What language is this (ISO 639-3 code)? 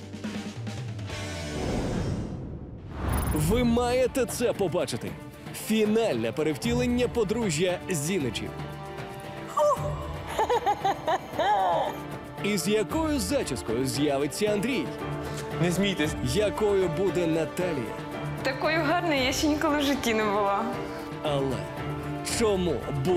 ukr